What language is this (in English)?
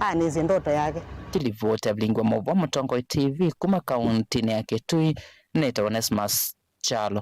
Kamba